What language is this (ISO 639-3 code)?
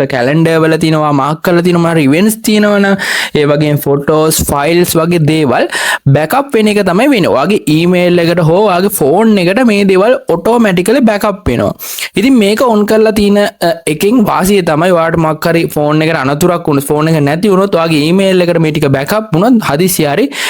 sin